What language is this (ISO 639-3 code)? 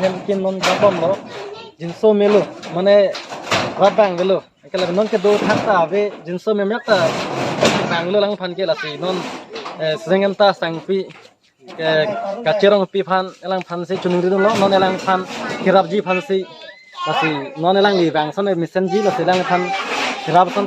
mjw